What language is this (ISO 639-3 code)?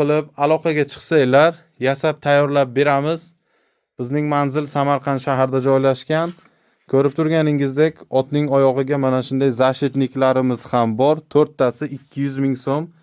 uzb